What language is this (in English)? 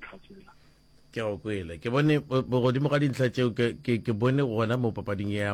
Northern Sotho